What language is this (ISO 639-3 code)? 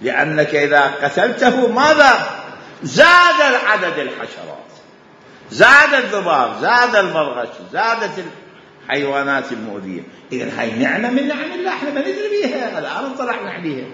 acm